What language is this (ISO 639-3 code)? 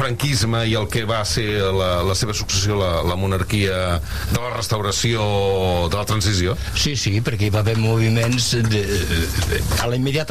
cat